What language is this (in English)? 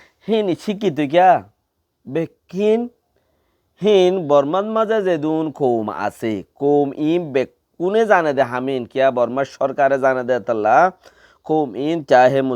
Rohingya